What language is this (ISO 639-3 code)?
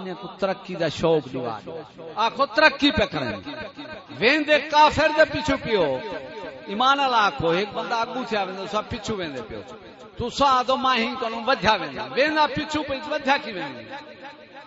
skr